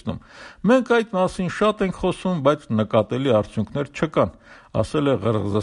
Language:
Armenian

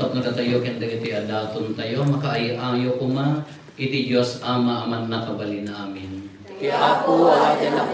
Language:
Iloko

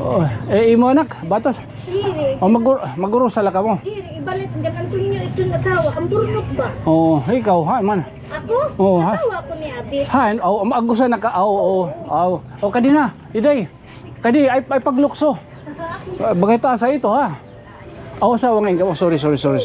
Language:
Waray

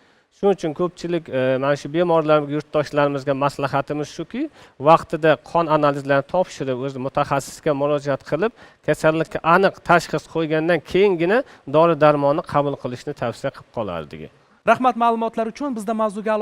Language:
Uzbek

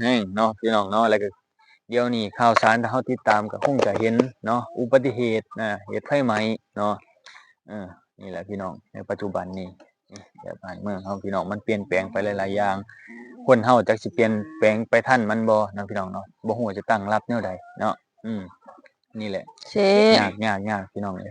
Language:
Lao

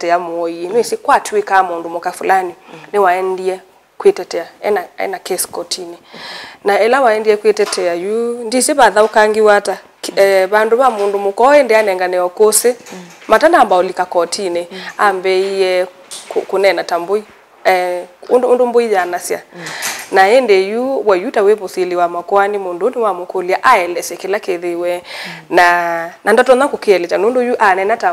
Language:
Kamba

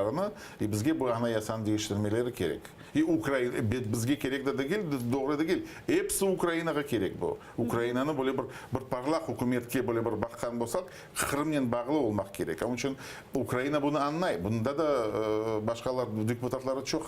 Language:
Crimean Tatar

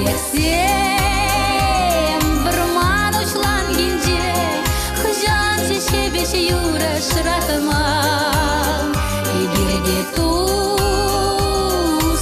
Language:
Chuvash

